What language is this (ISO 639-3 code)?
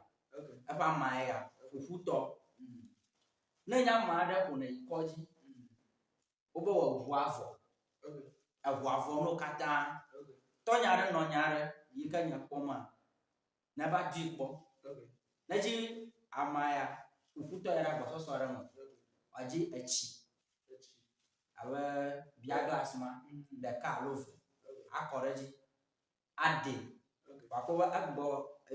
ewe